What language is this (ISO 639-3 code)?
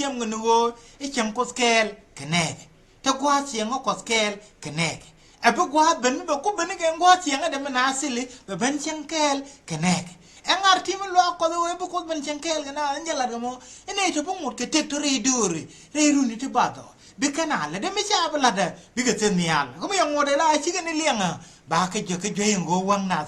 nus